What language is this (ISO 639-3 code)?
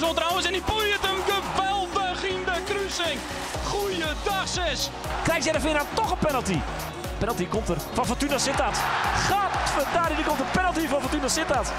fry